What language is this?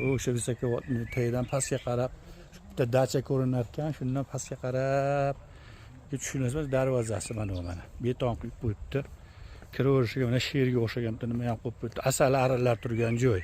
Uzbek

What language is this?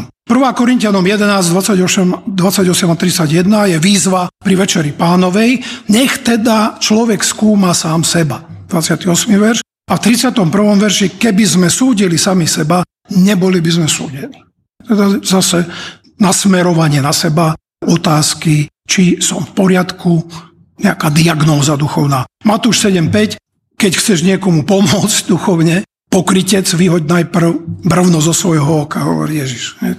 Slovak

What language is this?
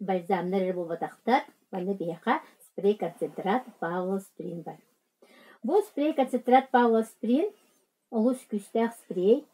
Yakut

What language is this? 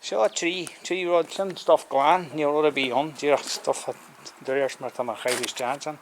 Irish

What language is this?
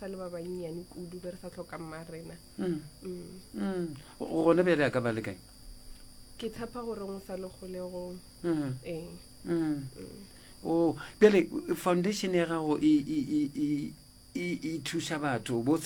Northern Sotho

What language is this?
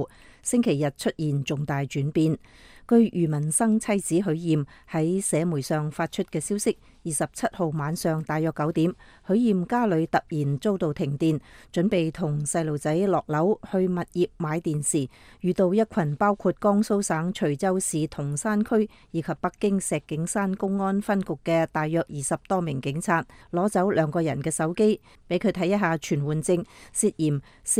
Cantonese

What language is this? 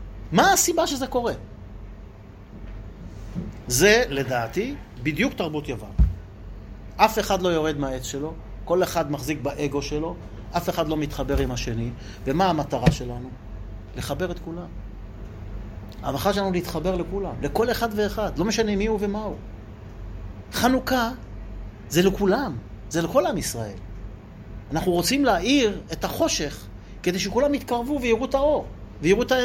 Hebrew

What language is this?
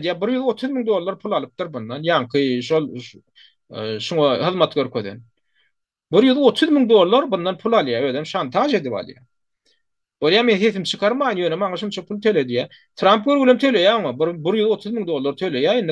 Turkmen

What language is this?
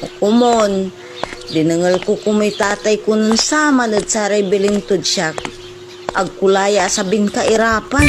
Pangasinan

